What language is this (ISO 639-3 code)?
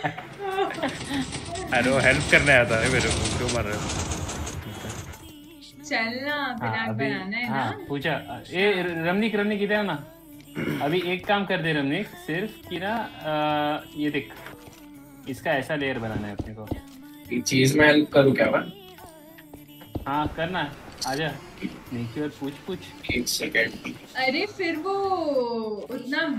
hin